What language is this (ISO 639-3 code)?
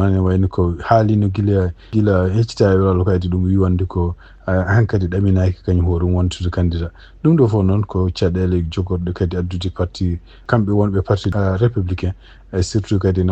ful